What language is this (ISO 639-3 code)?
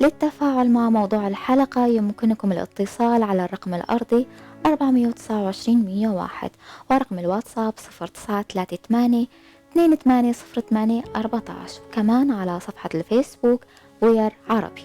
apc